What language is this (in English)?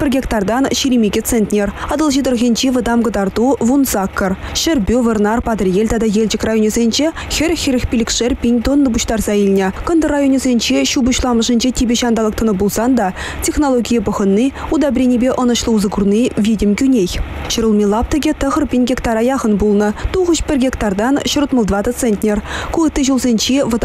Chuvash